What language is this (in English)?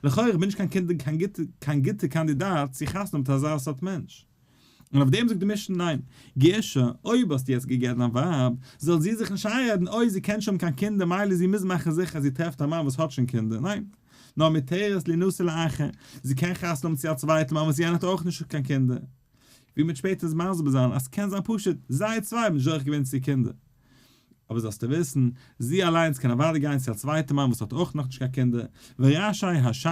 Yiddish